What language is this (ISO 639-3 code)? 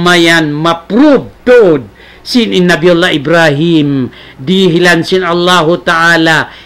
tsg